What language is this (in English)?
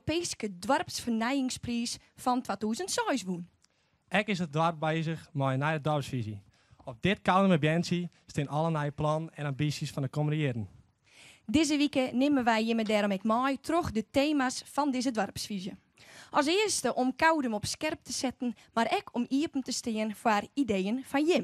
Western Frisian